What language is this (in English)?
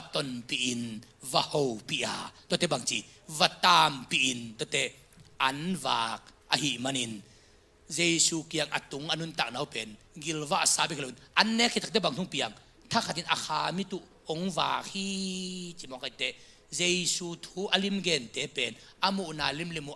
Tedim Chin